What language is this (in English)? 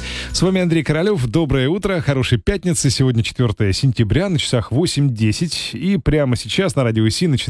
Russian